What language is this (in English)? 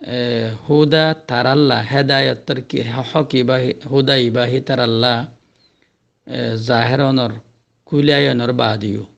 Rohingya